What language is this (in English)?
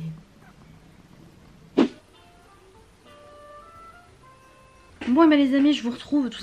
French